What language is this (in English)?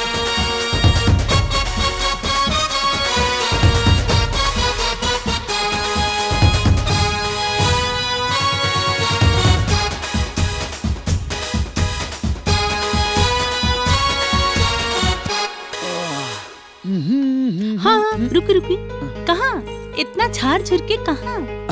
Bhojpuri